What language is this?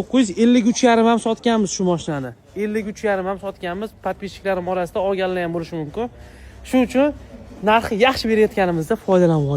Uzbek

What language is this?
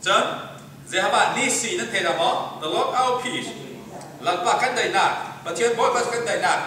Falam Chin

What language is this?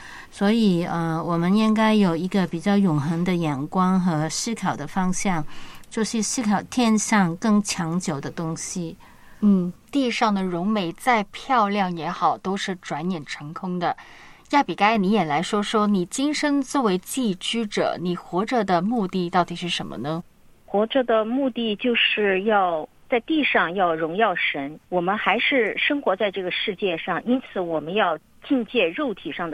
Chinese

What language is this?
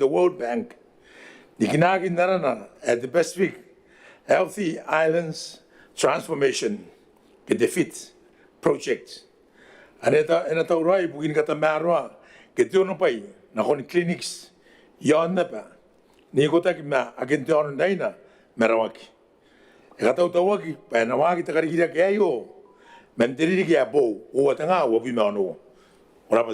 Gilbertese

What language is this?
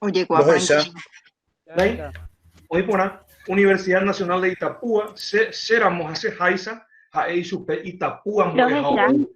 Guarani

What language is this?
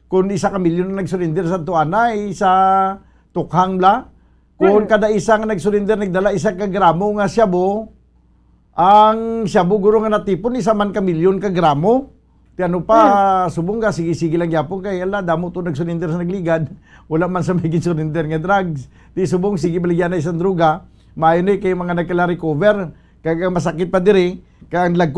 Hiligaynon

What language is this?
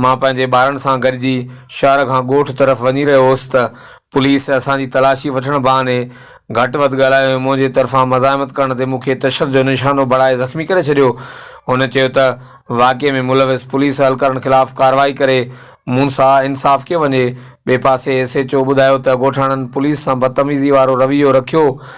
Sindhi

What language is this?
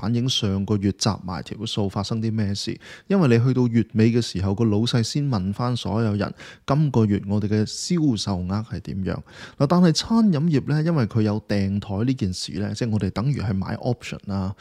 Cantonese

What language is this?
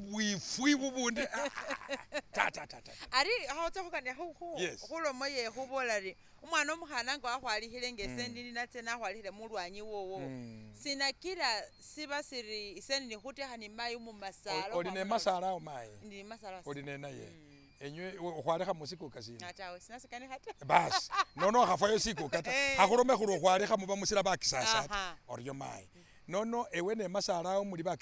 Masaaba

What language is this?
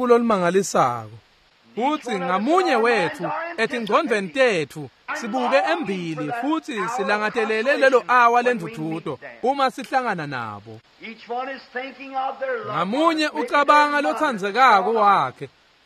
Swati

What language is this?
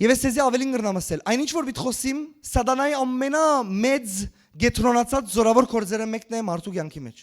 Western Armenian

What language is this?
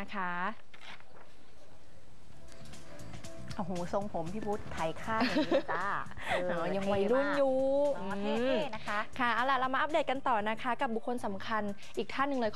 Thai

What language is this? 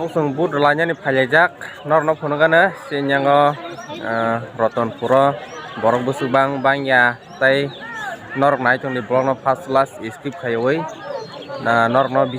Kok Borok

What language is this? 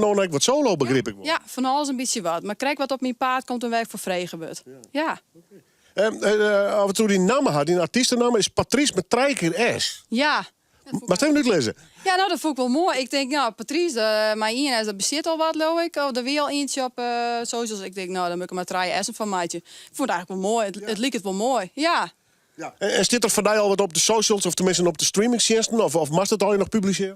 Western Frisian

